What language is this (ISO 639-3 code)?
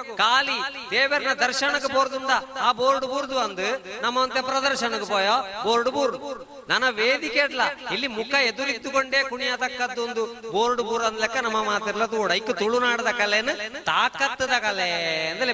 tcy